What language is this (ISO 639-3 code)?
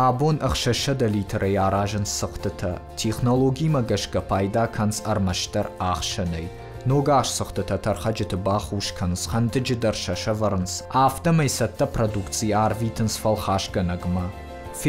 oss